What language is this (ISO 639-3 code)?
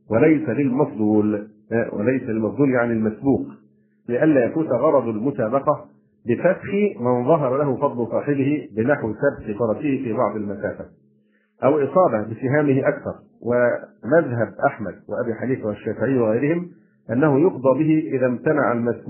ara